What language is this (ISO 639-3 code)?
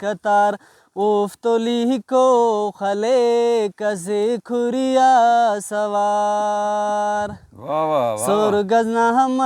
brh